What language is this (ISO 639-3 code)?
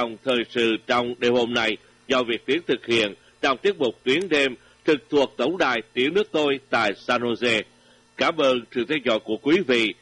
vie